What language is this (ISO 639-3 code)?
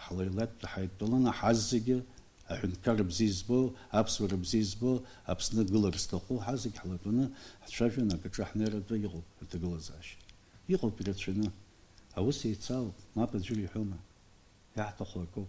abk